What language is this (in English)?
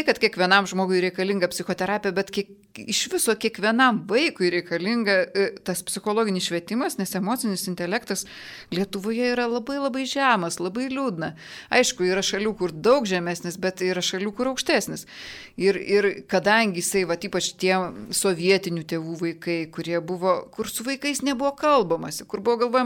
Lithuanian